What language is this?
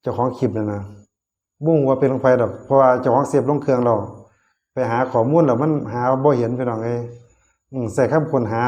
Northeastern Thai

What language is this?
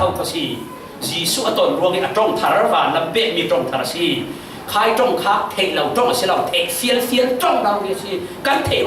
Falam Chin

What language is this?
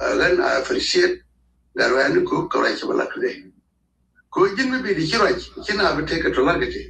Nuer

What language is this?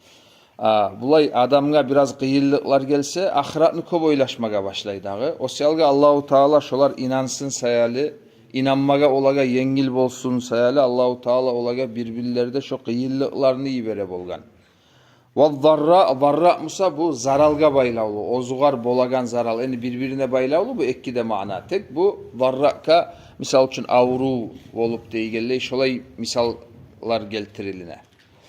Kumyk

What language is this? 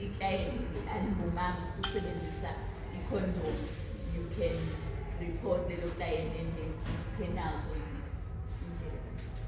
Zulu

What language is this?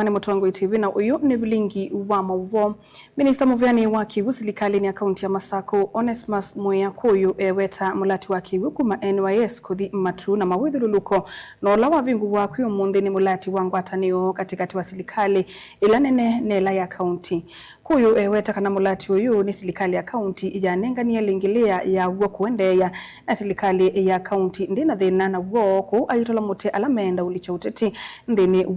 Kamba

